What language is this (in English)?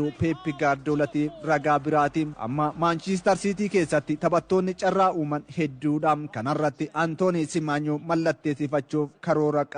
Oromo